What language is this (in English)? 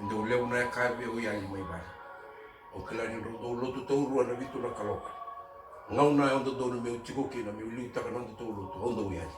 Fijian